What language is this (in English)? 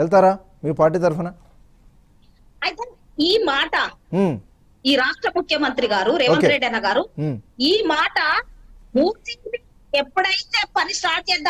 Telugu